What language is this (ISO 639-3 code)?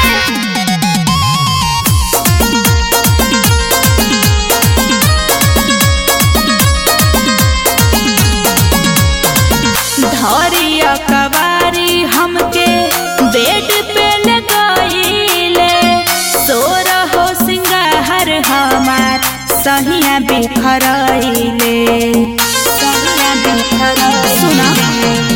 bho